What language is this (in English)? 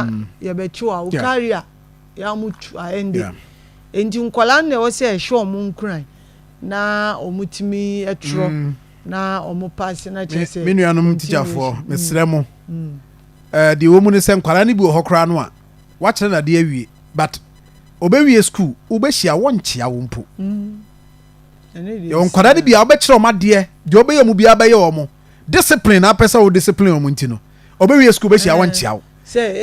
Akan